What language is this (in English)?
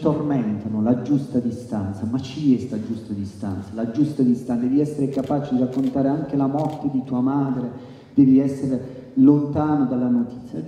Italian